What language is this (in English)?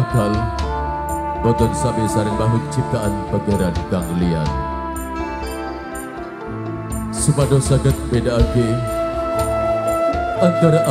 Javanese